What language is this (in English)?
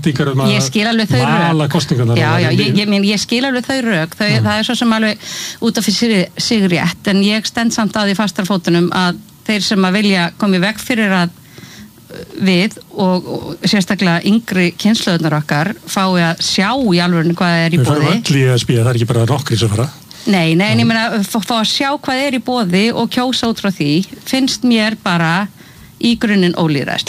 Icelandic